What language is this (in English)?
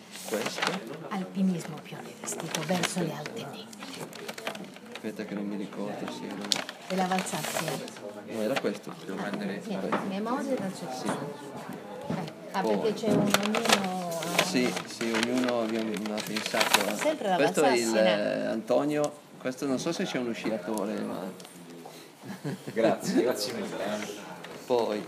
Italian